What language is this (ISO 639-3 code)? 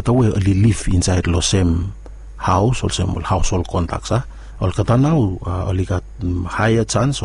bis